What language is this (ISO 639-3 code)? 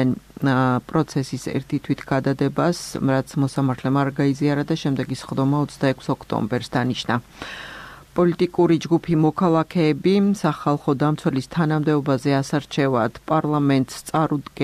kat